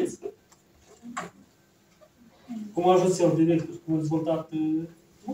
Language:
Romanian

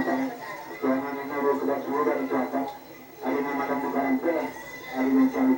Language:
Minangkabau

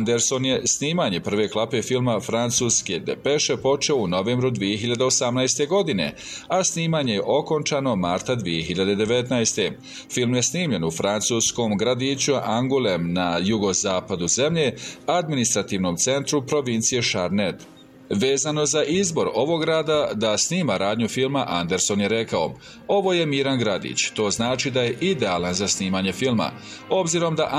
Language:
Bosnian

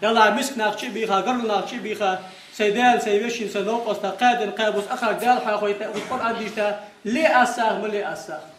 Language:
Ingush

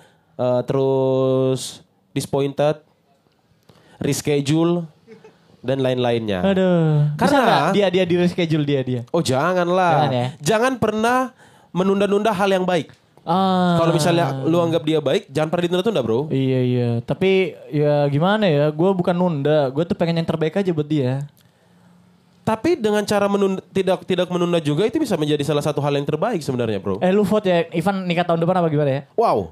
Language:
Indonesian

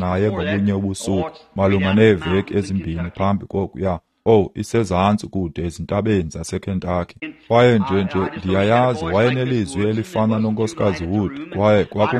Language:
Xhosa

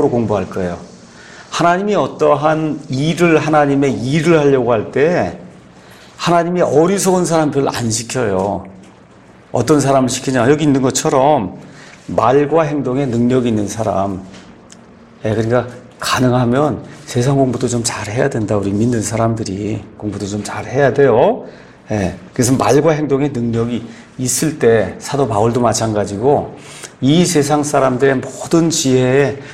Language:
Korean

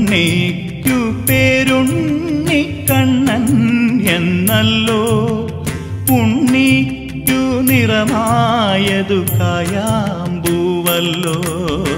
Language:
Malayalam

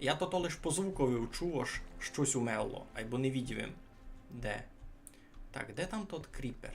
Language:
Rusyn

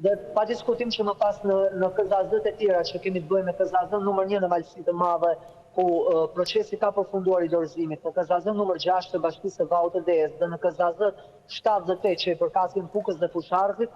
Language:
Albanian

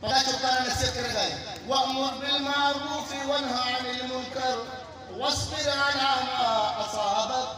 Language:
Eastern Balochi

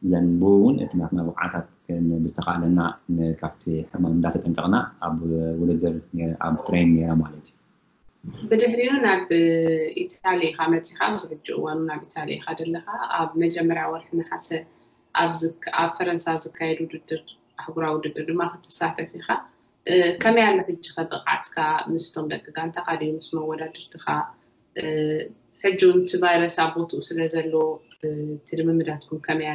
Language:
Tigrinya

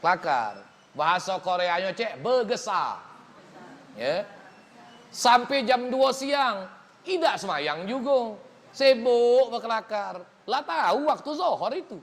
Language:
Musi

